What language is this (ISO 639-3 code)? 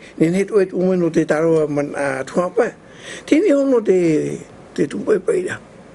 tah